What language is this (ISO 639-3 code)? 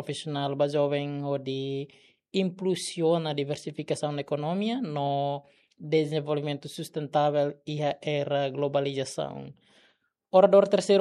tet